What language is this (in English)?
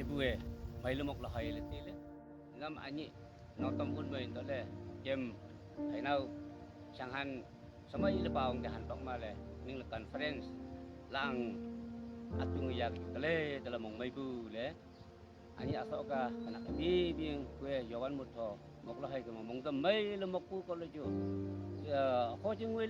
Wancho Naga